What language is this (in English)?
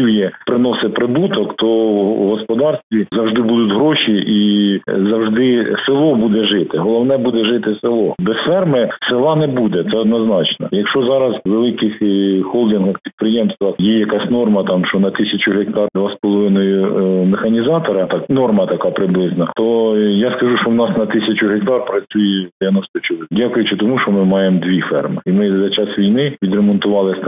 Ukrainian